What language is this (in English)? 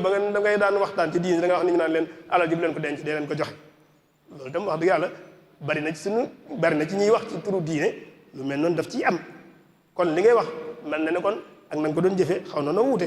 Wolof